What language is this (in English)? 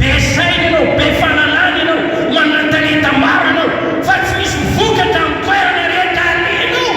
Malagasy